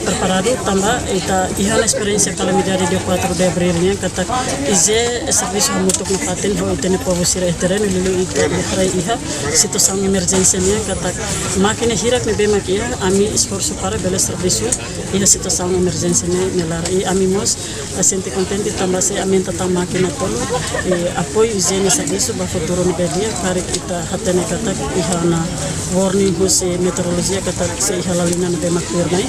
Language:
Tetum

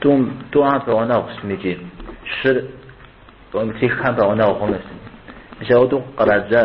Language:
Kabardian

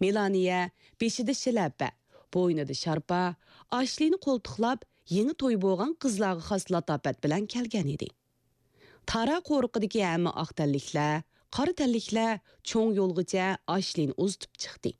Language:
Uyghur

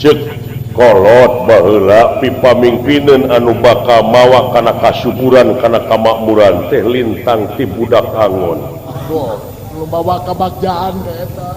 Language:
Sundanese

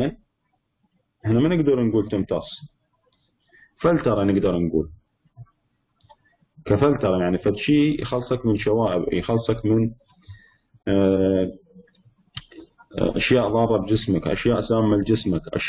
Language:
Mesopotamian Arabic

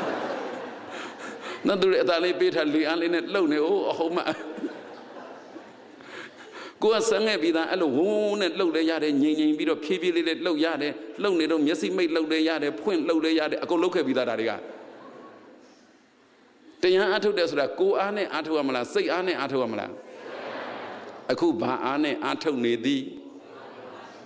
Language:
Burmese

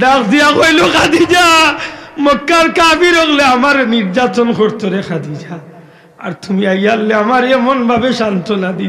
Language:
Sylheti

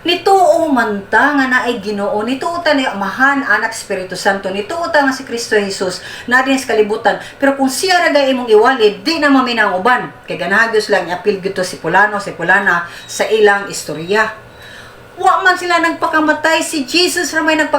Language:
Cebuano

